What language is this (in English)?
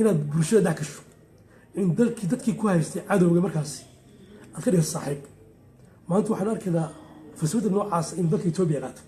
Somali